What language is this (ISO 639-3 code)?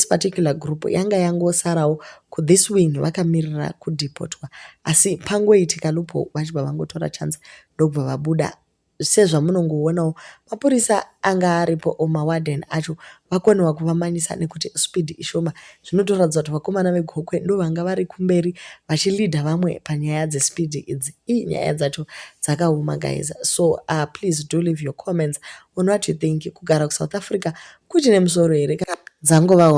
sna